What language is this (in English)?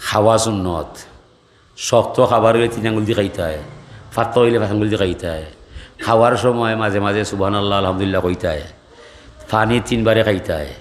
Sylheti